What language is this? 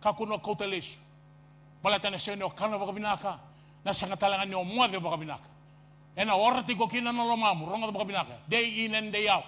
Fijian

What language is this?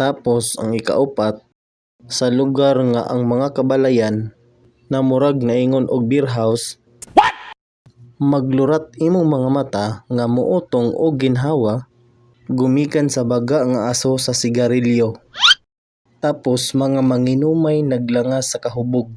Cebuano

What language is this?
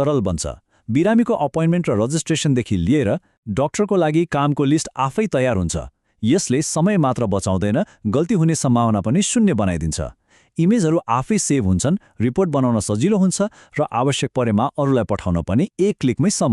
Nepali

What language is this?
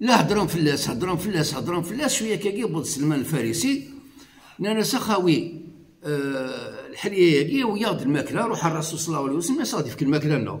Kabyle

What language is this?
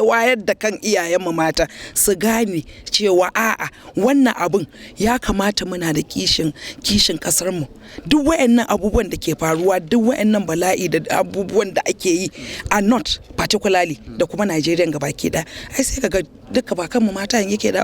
Hausa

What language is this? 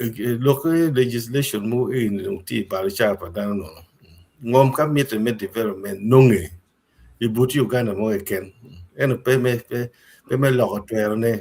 Acoli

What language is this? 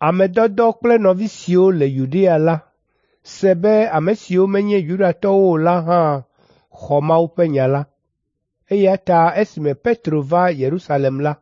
Ewe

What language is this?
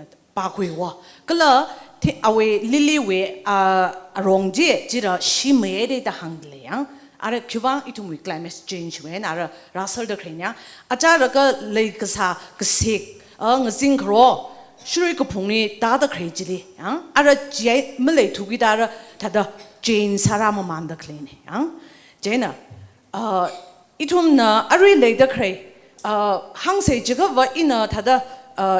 Tangkhul Naga (India)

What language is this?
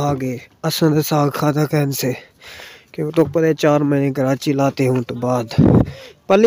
Saraiki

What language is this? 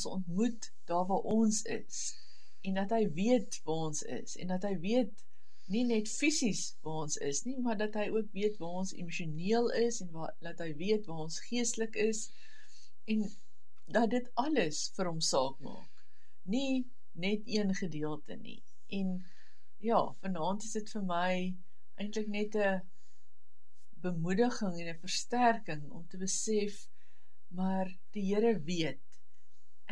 Afrikaans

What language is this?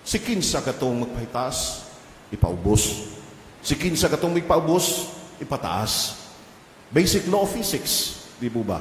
Cebuano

